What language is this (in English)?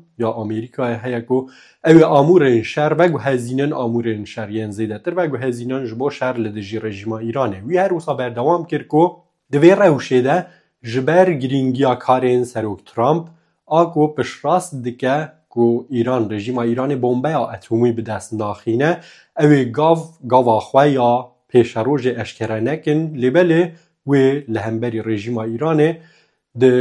Kurdish